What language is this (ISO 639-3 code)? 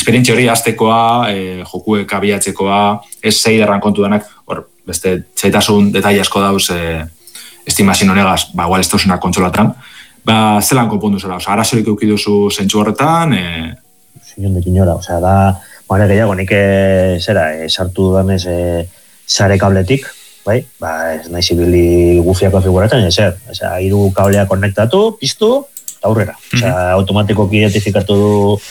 eus